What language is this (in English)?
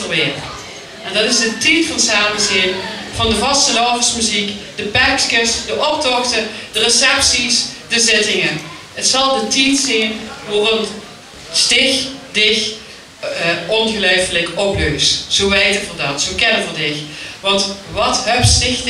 Limburgish